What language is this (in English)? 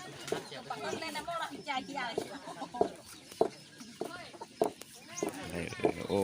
Lao